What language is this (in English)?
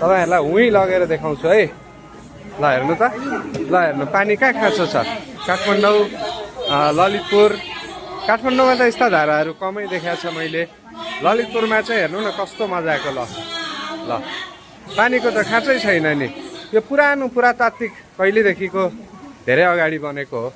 Nepali